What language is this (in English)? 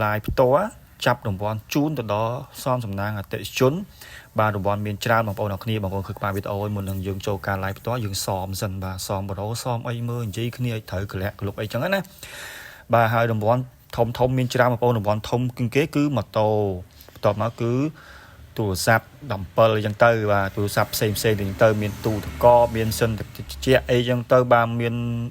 Khmer